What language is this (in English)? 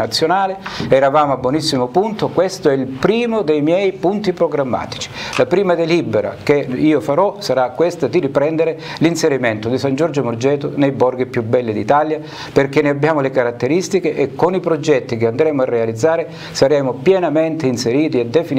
Italian